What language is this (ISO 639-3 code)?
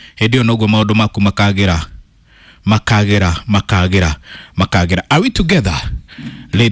kik